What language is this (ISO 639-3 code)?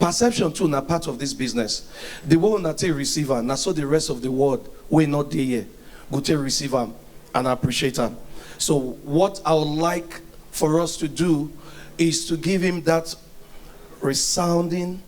pcm